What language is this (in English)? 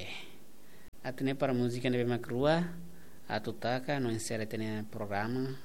Tetum